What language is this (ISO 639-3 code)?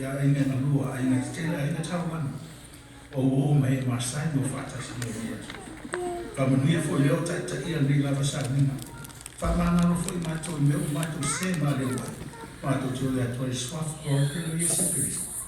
smo